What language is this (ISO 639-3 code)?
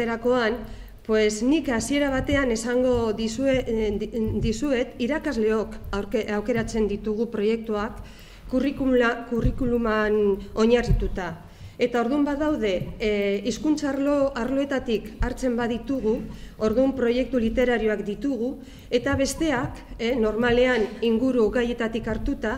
eus